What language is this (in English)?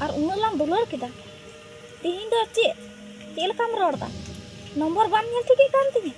Santali